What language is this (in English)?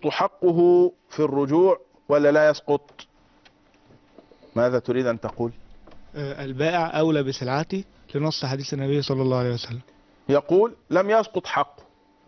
Arabic